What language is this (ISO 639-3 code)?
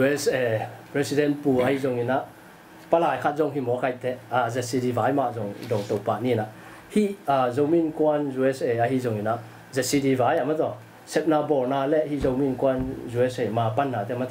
ctd